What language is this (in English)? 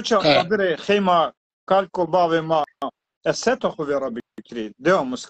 Zaza